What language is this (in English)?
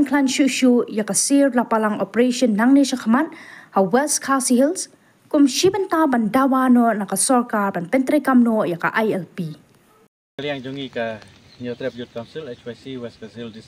Khasi